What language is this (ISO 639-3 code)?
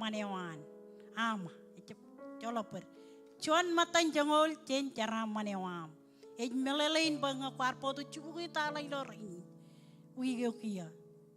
mah